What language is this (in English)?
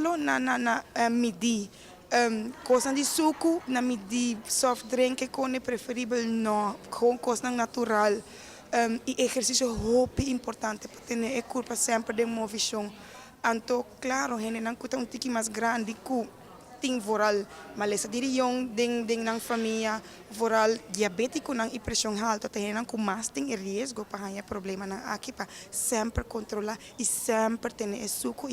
Papiamento